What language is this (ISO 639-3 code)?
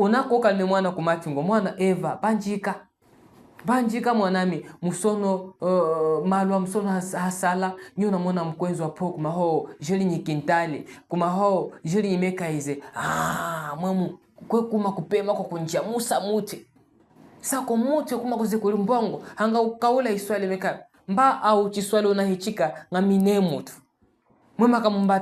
cjk